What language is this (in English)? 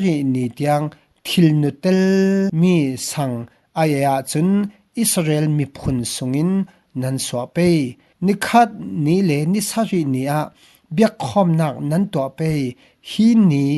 Falam Chin